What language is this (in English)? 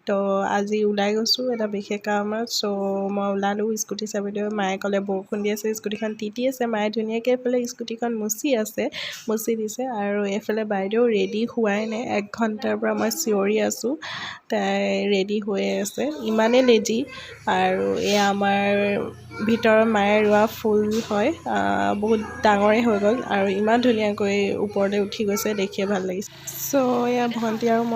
Assamese